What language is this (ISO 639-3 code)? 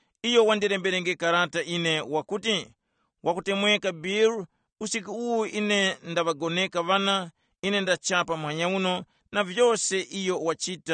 tum